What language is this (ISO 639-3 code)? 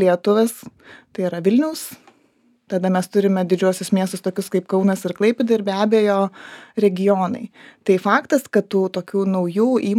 lit